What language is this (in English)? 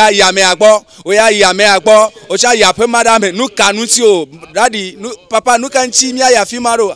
Ewe